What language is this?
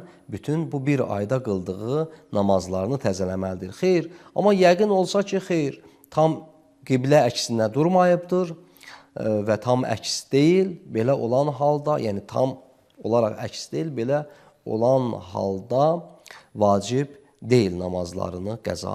Azerbaijani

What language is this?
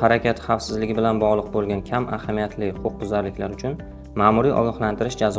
Uzbek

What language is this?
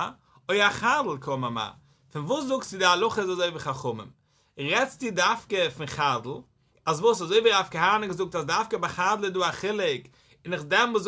Yiddish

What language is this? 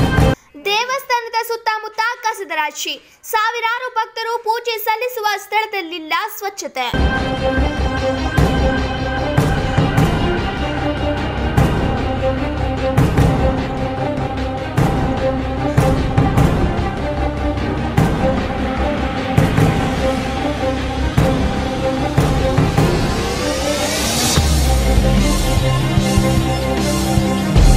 Kannada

